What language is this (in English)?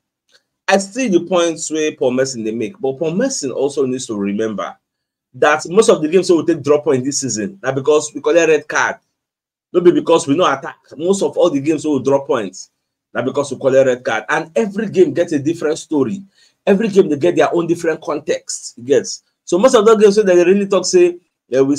Nigerian Pidgin